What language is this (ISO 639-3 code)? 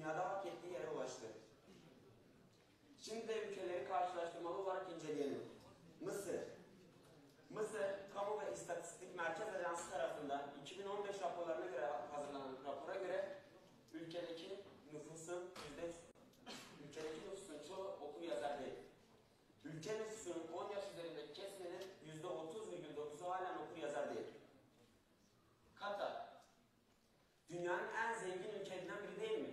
tur